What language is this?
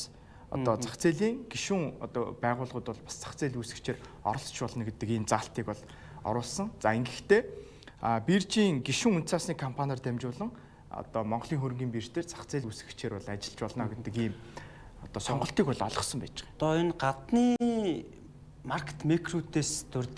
Mongolian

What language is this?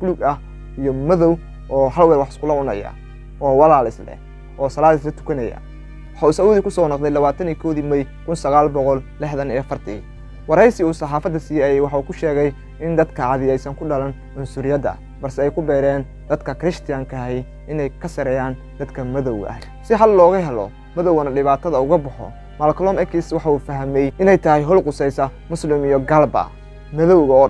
Somali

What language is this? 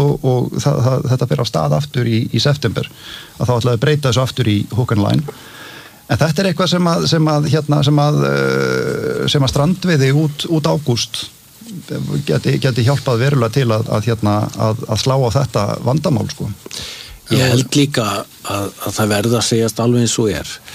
Icelandic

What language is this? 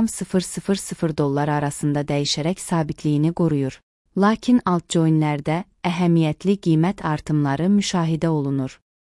Azerbaijani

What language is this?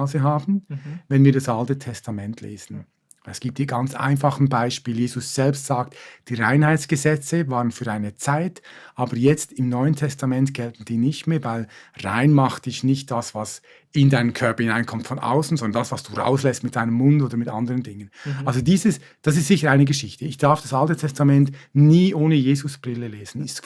Swiss German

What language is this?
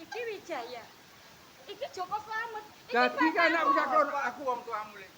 Javanese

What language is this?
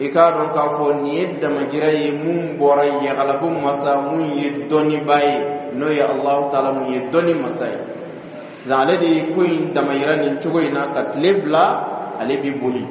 Dyula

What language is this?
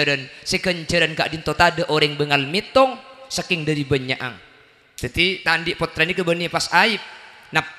Madurese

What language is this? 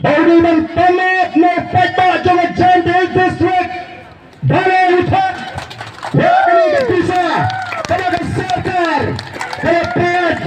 Khasi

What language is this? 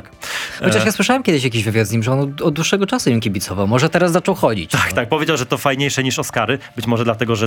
Polish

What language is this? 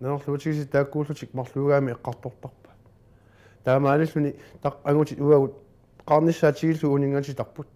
Kalaallisut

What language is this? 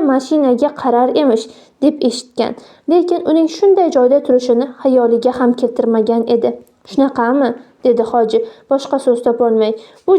Uzbek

